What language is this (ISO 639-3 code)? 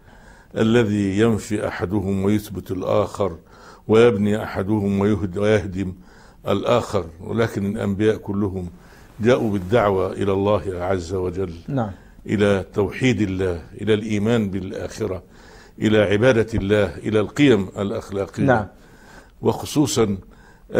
ara